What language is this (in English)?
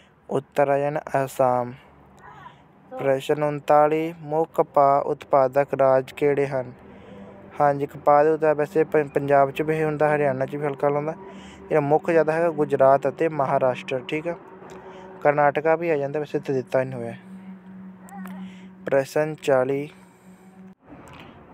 Punjabi